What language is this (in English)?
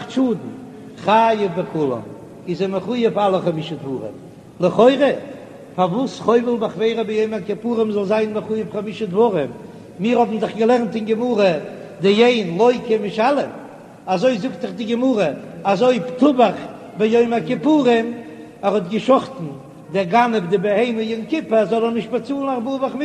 Yiddish